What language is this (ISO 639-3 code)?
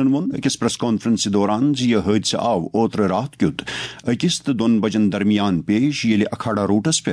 kas